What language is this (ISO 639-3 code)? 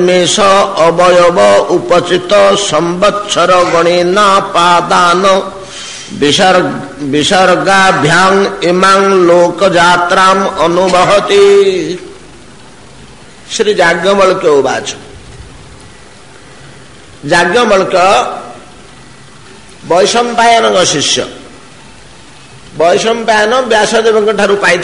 ori